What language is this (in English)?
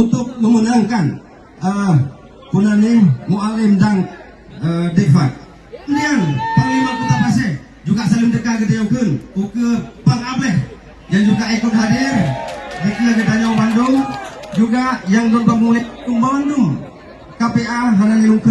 Achinese